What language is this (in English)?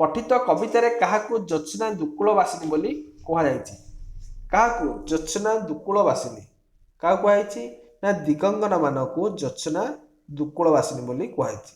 Odia